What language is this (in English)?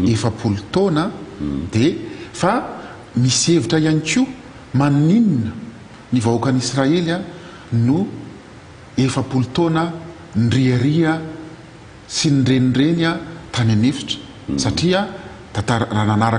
Malagasy